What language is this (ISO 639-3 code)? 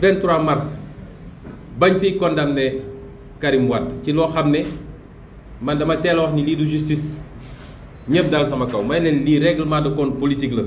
wol